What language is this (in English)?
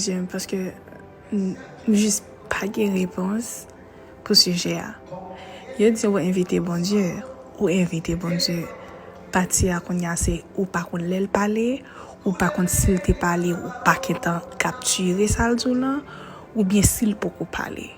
Haitian Creole